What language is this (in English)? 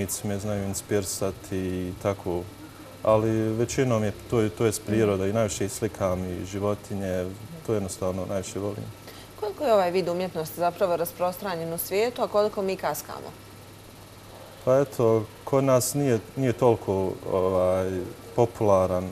Bosnian